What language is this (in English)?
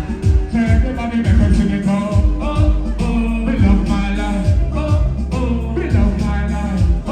Jamaican Creole English